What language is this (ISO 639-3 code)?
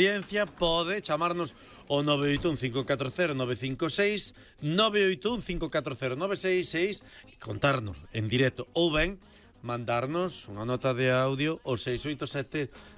glg